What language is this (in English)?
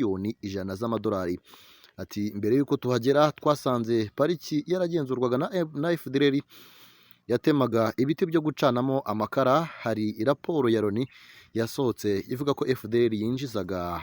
Kinyarwanda